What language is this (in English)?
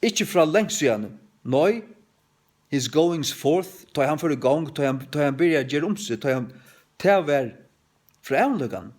Faroese